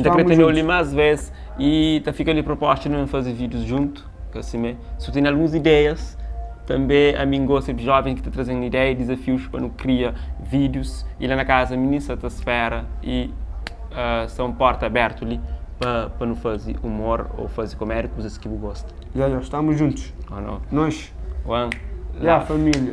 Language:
Kabuverdianu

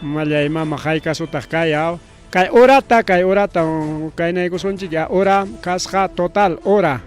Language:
Ayacucho Quechua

